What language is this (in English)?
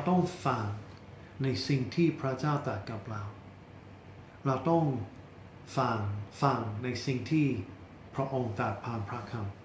Thai